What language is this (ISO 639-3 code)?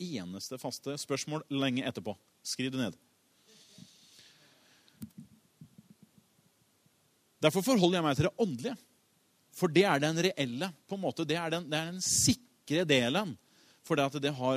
nor